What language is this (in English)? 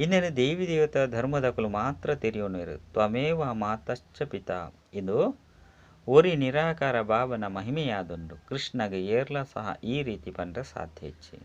Tulu